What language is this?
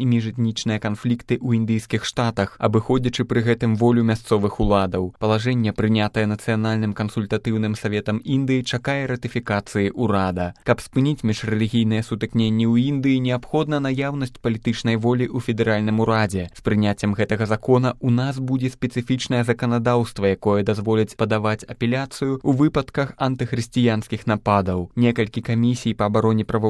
Belarusian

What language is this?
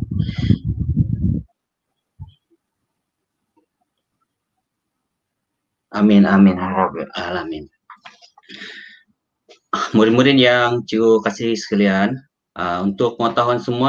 Malay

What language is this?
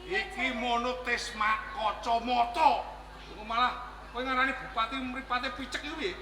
Javanese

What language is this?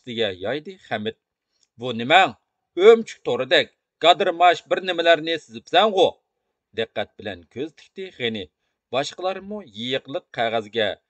Uyghur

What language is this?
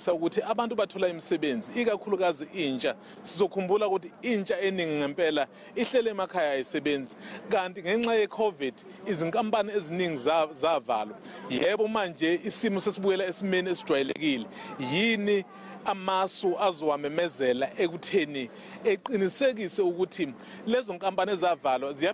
Zulu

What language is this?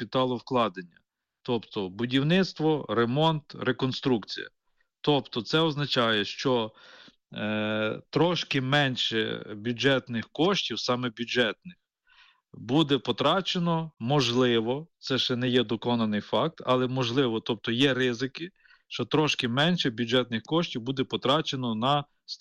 Ukrainian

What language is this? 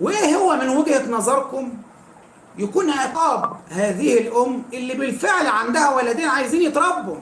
Egyptian Arabic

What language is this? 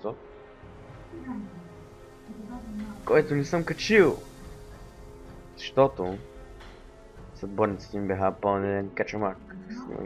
Bulgarian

